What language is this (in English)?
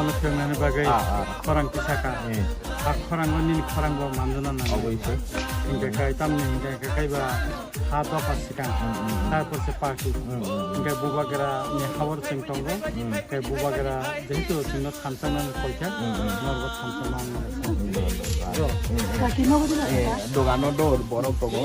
Kok Borok